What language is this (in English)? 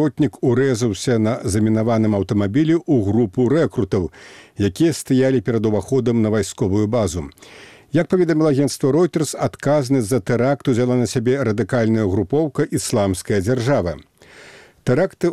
Belarusian